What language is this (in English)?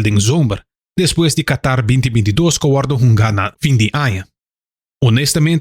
Papiamento